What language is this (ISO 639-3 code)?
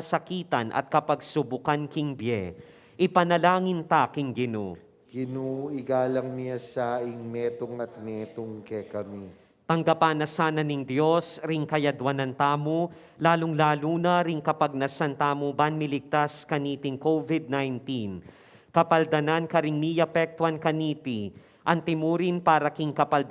pam